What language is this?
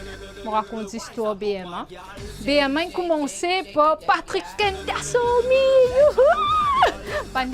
Morisyen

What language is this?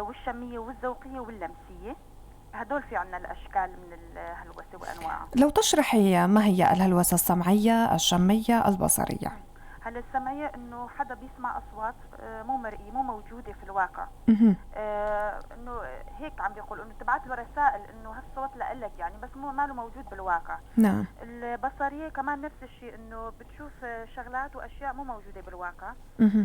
North Levantine Arabic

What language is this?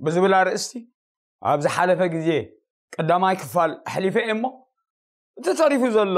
Tigrinya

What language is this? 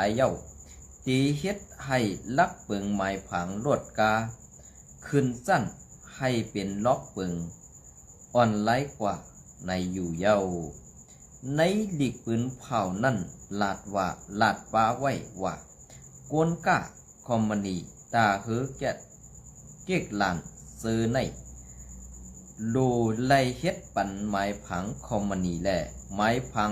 Shan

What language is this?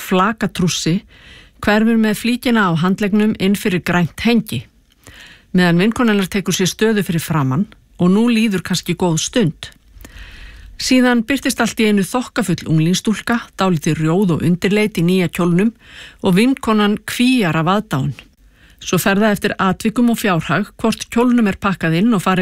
Icelandic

